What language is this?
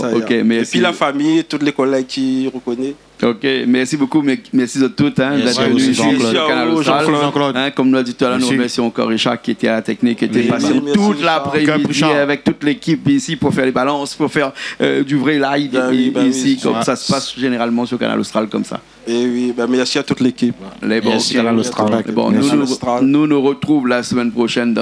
Réunion Creole French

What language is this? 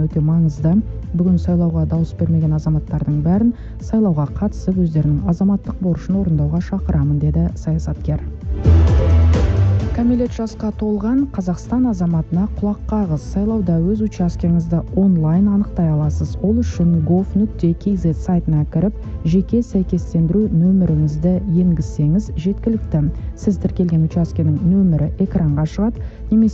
Kazakh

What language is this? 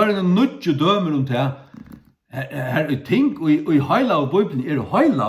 Faroese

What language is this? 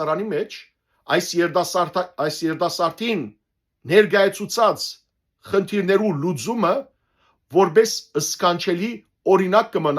Western Armenian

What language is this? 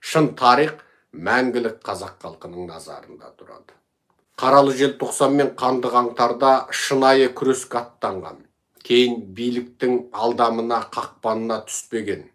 Kazakh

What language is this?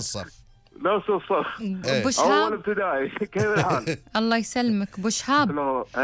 Gulf Arabic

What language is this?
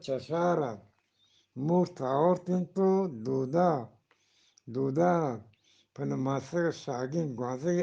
Eastern Balochi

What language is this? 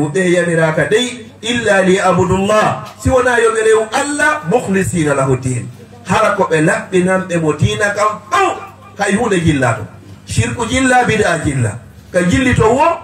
Fula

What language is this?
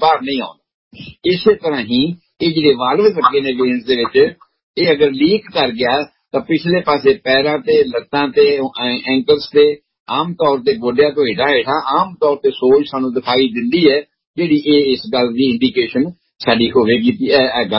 Punjabi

